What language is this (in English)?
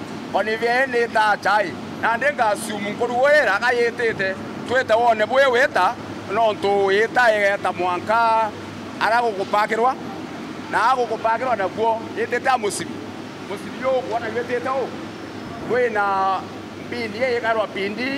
Meru